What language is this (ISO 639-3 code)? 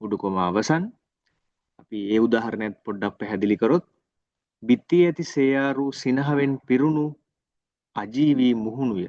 sin